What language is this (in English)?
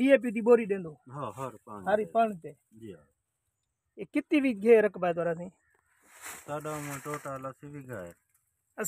Saraiki